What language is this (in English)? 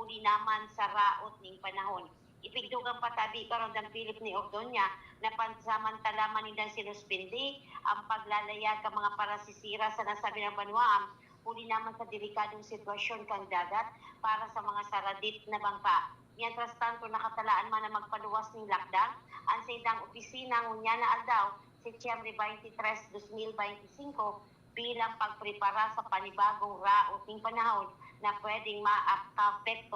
Bikol